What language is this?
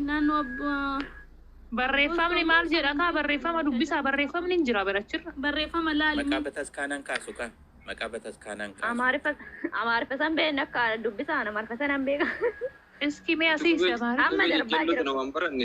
Oromo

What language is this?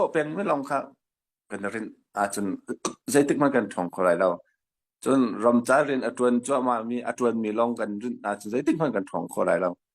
Hakha Chin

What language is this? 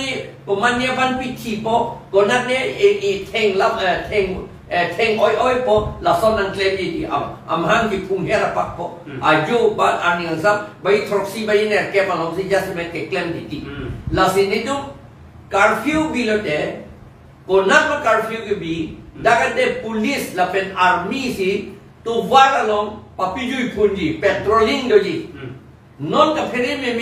Karbi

